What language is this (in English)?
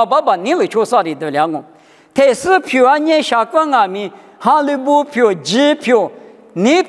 Lisu